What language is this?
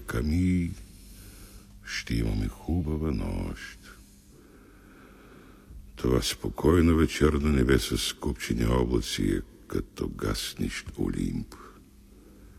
Bulgarian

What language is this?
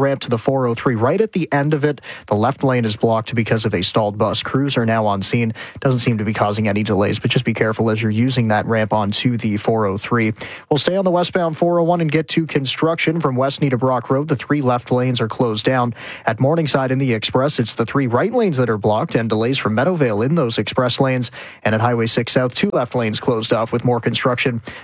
English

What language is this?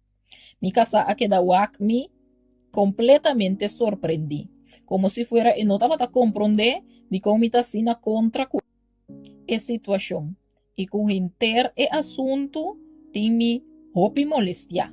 Papiamento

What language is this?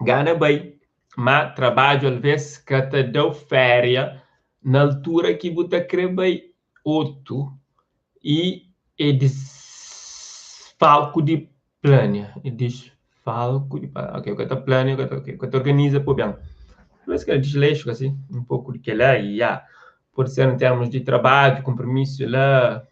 Kabuverdianu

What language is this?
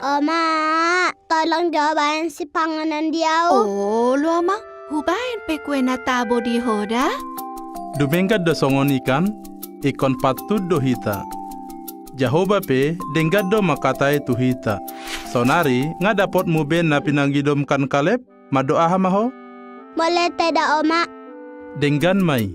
Batak Toba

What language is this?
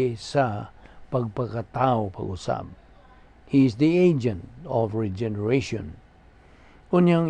Cebuano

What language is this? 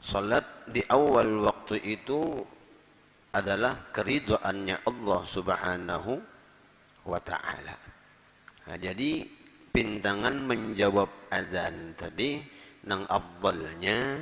Banjar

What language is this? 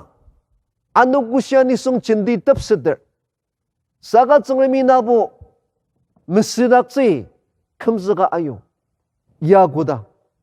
Ao Naga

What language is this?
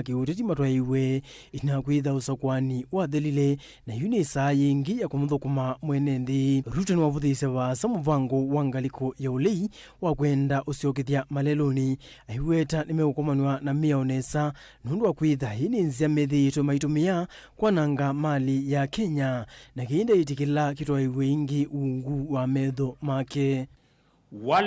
Kamba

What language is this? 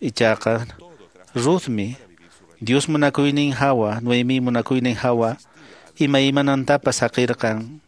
Quechua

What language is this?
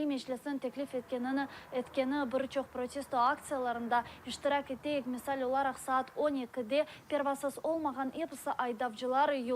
Crimean Tatar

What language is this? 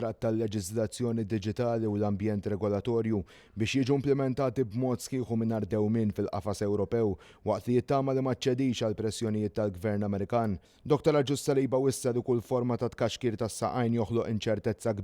Maltese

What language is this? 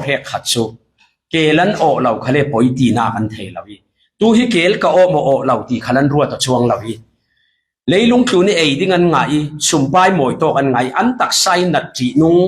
Falam Chin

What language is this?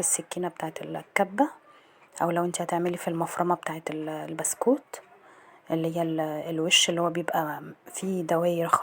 Egyptian Arabic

